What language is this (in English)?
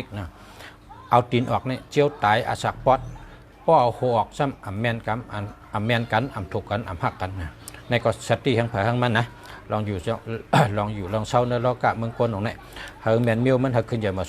Shan